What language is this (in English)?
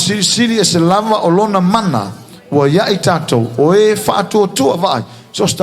Samoan